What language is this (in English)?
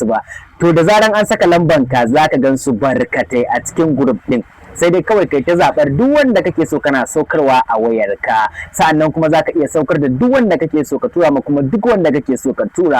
Hausa